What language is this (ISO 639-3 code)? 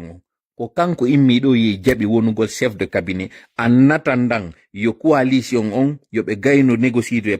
fuf